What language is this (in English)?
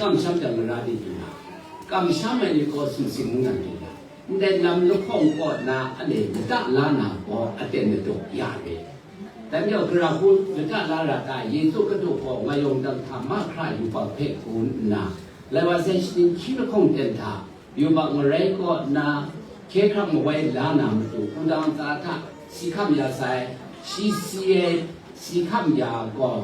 Kachin